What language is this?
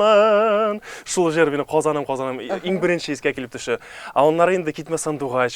Tatar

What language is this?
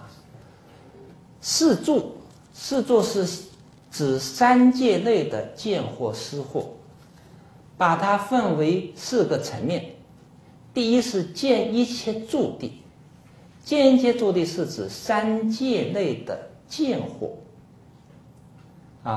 Chinese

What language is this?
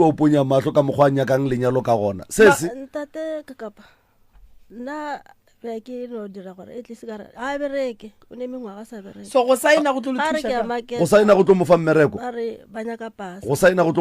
Northern Sotho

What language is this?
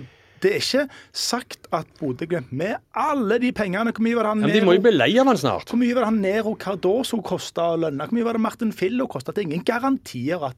Norwegian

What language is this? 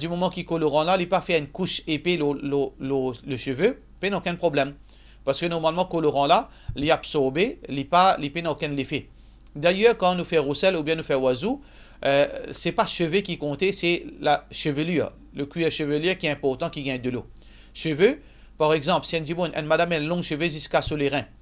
Morisyen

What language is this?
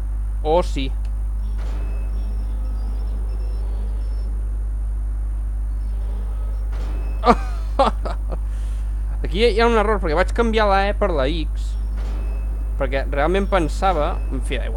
Catalan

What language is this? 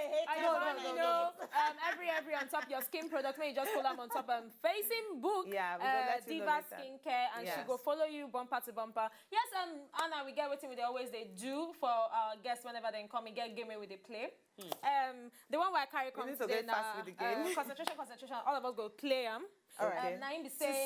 Nigerian Pidgin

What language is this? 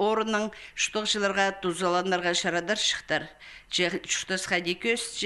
Khakas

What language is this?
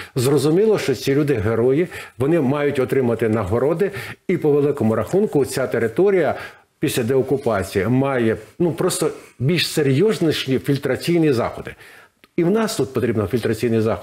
Ukrainian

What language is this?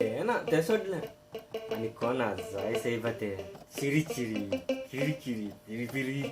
Konkani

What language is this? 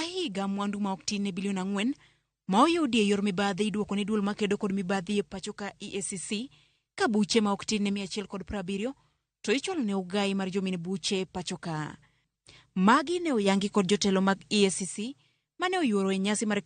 Luo (Kenya and Tanzania)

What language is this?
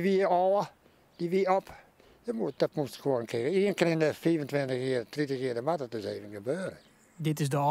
Western Frisian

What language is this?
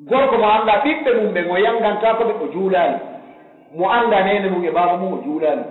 Pular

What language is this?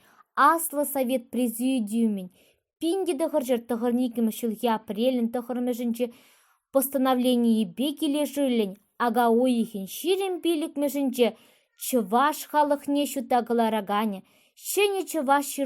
Chuvash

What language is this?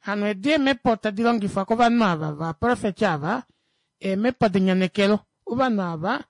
Kuanyama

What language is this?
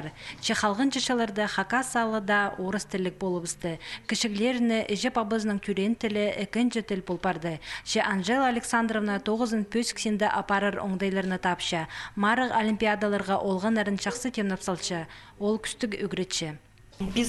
Khakas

